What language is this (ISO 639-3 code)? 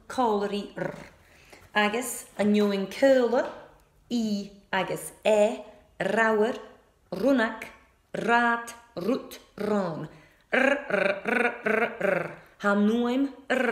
gla